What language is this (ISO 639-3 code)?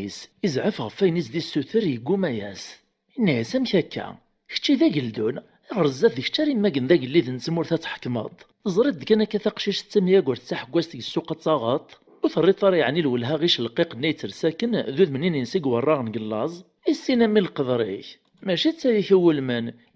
kab